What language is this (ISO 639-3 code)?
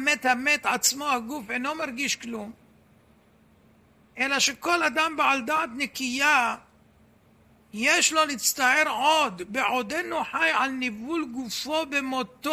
heb